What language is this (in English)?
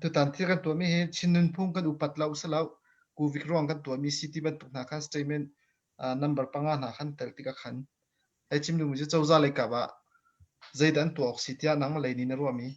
Hakha Chin